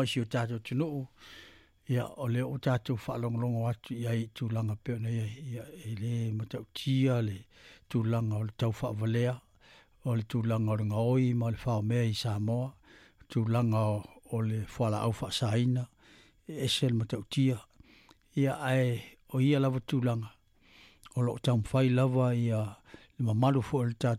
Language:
Samoan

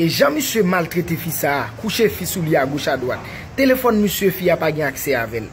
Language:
Haitian Creole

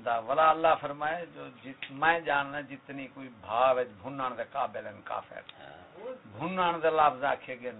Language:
Saraiki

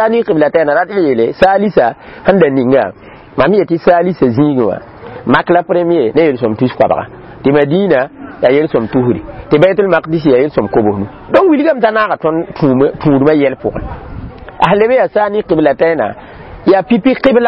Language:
Mossi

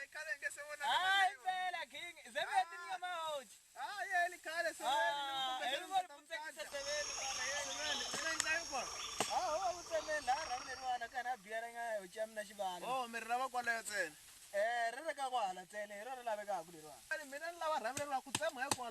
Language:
Tsonga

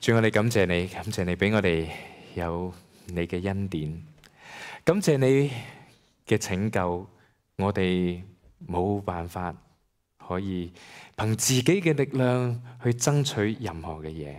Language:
Cantonese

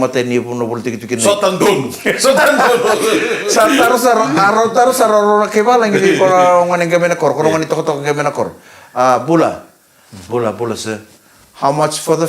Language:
Fijian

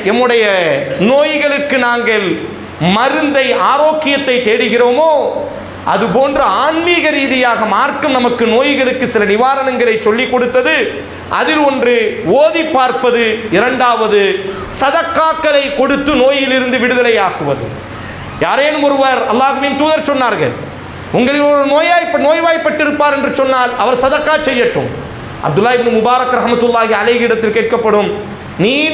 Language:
Tamil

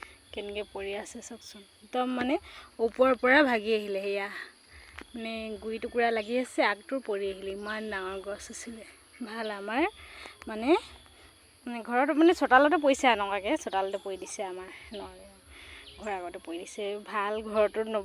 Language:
Assamese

